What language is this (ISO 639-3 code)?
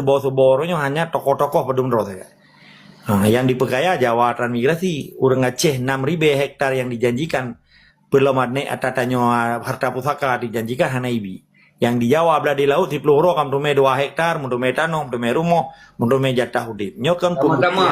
ace